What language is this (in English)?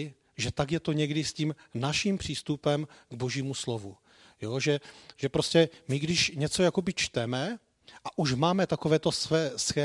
Czech